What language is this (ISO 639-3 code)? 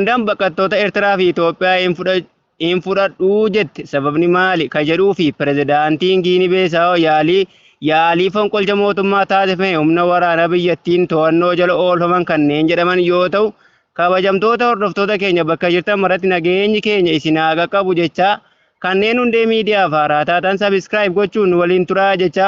orm